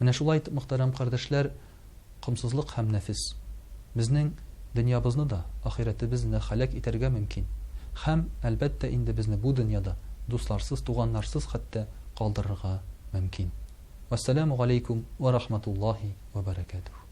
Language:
Tatar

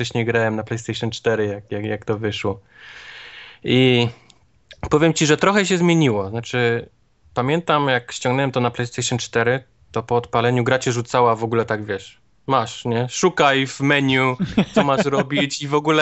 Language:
Polish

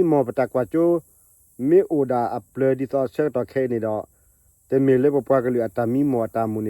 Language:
S'gaw Karen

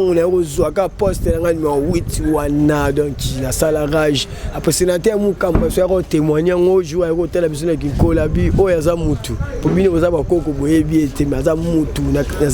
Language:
Lingala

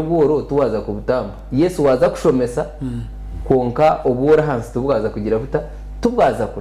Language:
Nyankole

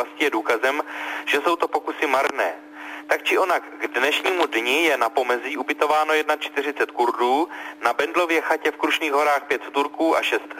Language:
Czech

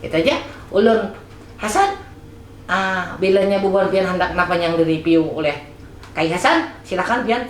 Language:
Banjar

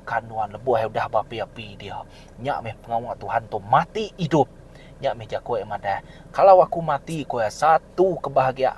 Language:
Iban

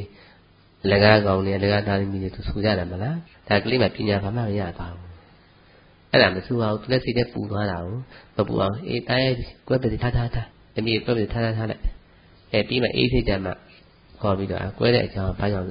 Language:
Burmese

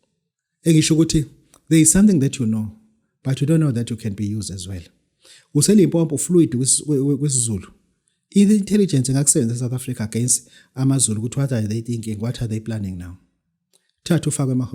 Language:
Zulu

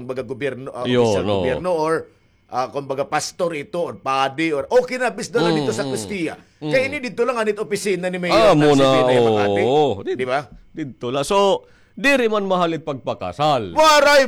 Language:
Waray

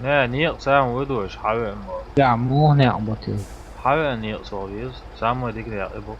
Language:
Chechen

